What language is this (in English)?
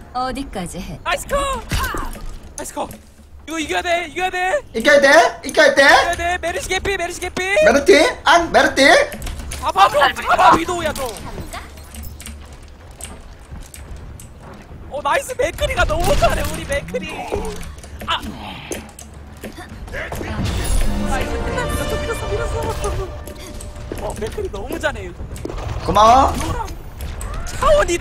Korean